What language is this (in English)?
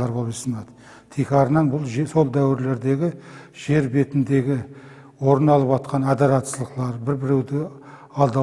Kara-Kalpak